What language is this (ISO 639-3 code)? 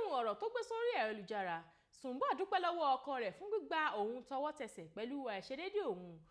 yor